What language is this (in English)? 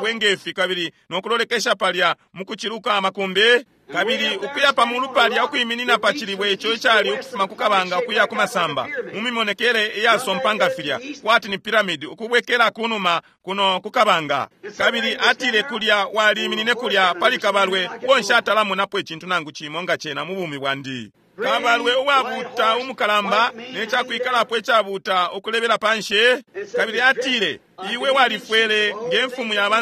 Bemba